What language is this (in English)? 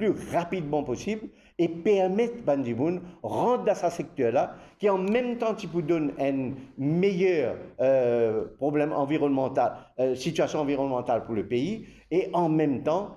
Morisyen